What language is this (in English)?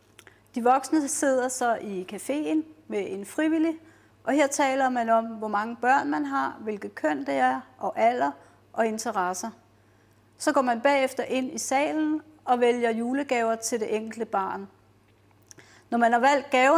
Danish